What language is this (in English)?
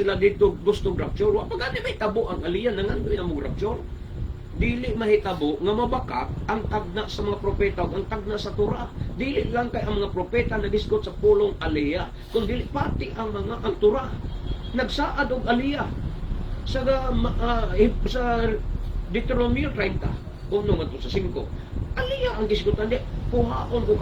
Cebuano